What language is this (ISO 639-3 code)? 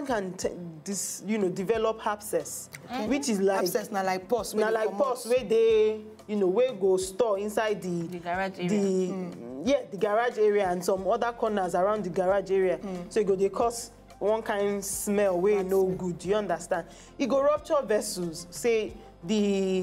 pcm